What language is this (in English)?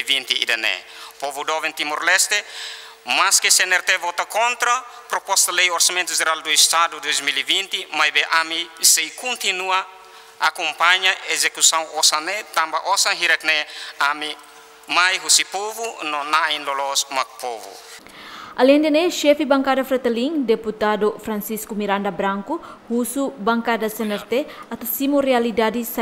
Tetum